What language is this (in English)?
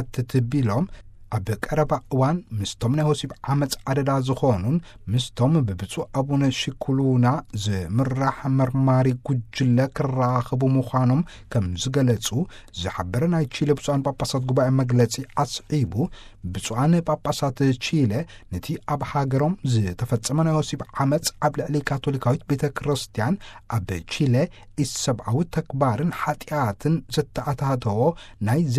Tigrinya